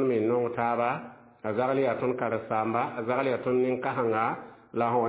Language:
Mossi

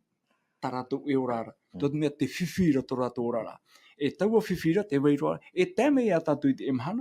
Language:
Tahitian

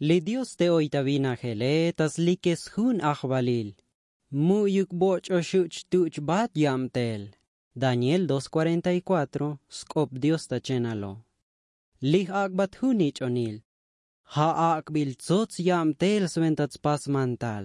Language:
Tzotzil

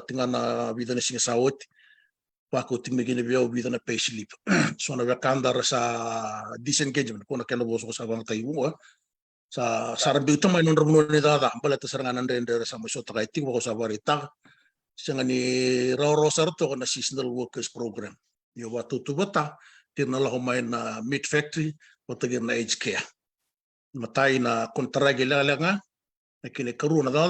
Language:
Fijian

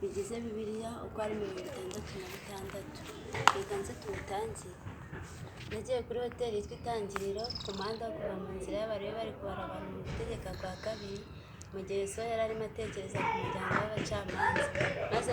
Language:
Kinyarwanda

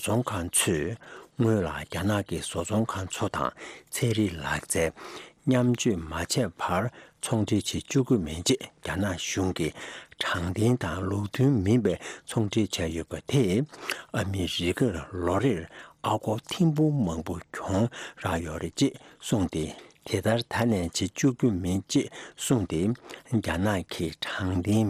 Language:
Tibetan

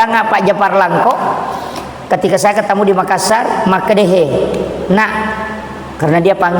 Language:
Buginese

